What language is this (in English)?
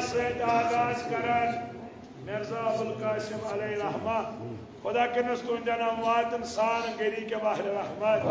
Kashmiri